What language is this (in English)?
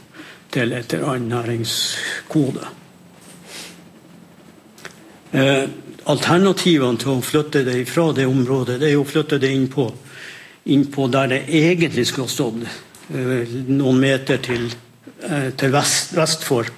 Norwegian